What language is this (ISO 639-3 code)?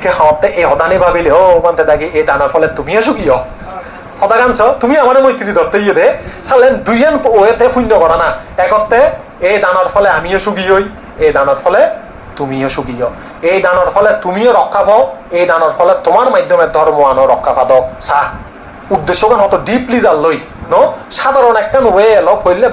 ccp